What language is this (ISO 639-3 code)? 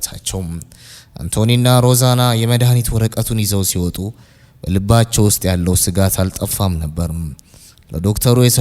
amh